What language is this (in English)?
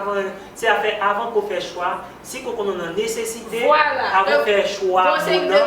Haitian Creole